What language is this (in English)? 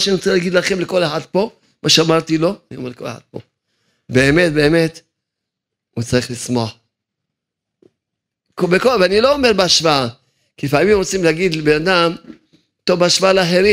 Hebrew